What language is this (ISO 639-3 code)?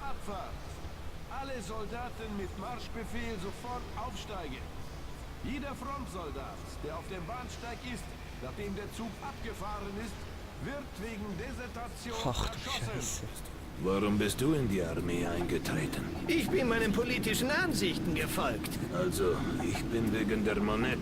gsw